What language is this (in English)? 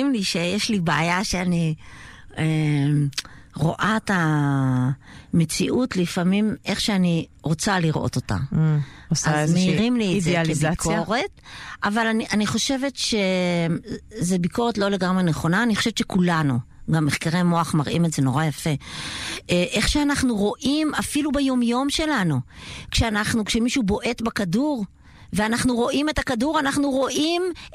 Hebrew